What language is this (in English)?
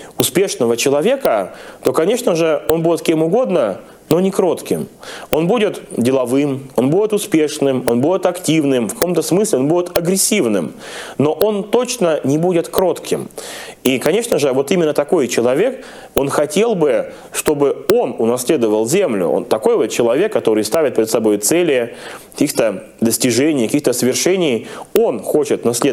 Russian